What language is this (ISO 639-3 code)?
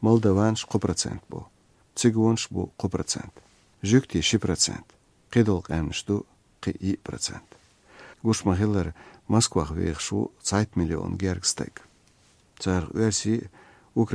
che